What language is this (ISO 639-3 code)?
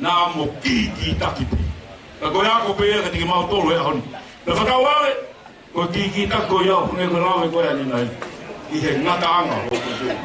ton